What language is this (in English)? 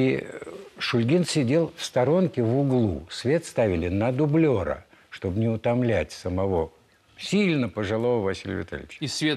Russian